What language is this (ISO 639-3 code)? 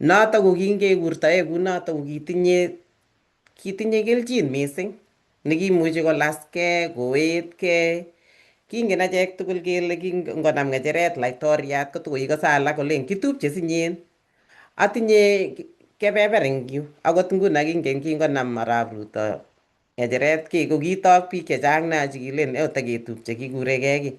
kln